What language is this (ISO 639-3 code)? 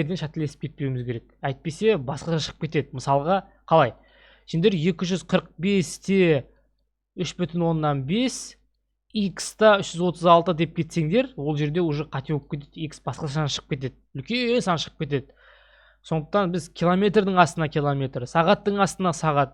kaz